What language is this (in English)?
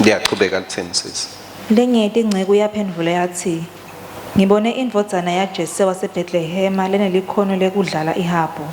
Swati